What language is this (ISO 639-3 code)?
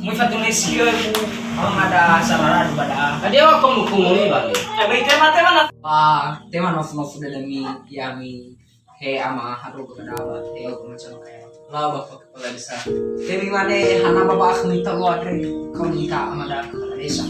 nia